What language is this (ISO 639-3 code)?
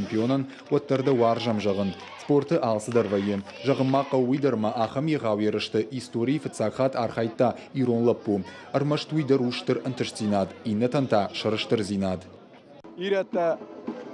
oss